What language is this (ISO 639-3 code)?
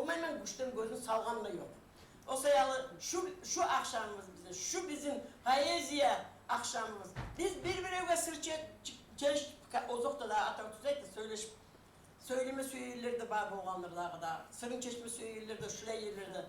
kum